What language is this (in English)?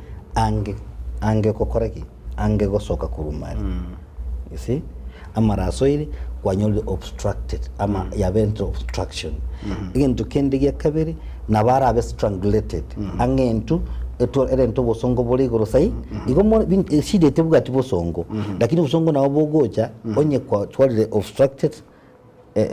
Gusii